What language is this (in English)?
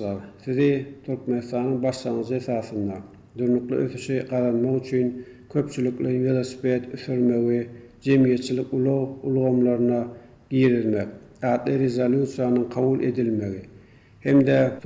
Turkmen